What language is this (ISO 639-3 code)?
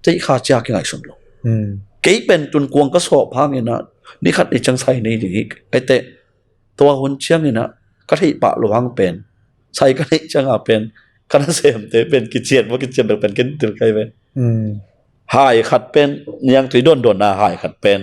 ctd